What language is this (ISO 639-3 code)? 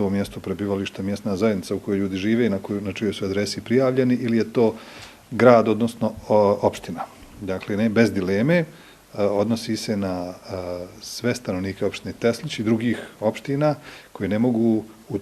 bos